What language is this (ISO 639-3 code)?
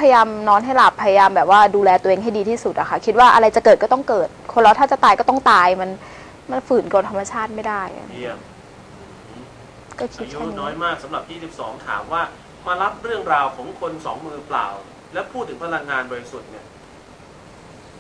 tha